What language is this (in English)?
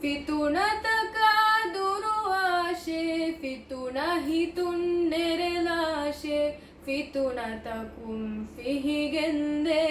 Divehi